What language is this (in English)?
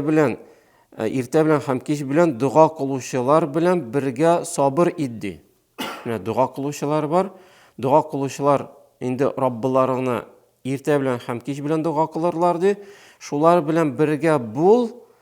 Tatar